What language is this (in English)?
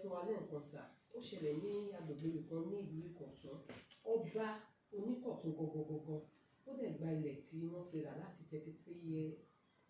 Yoruba